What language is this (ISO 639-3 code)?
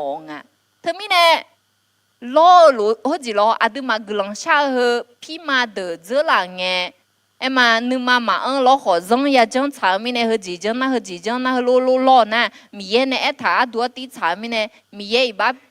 ahk